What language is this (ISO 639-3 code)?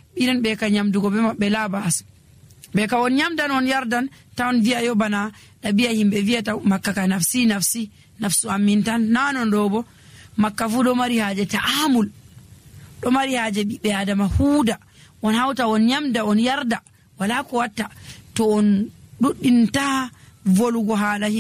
fuv